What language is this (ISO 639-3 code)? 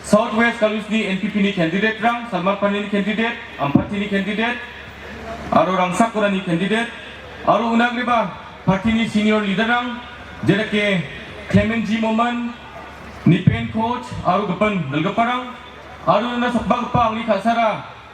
grt